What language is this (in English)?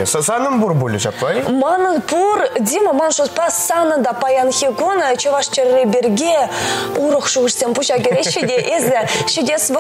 Chuvash